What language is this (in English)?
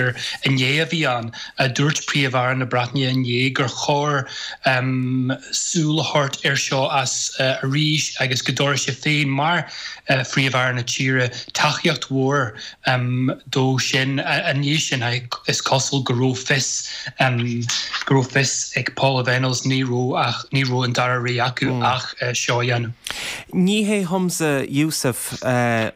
Irish